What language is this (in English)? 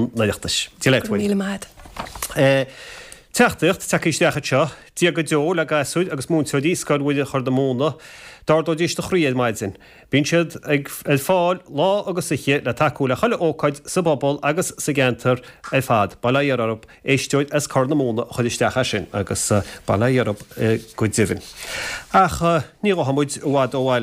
Irish